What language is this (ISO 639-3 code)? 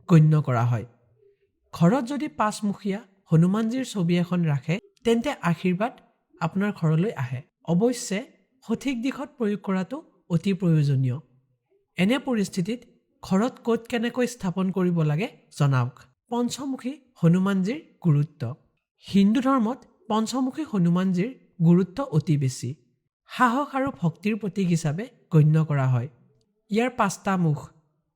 asm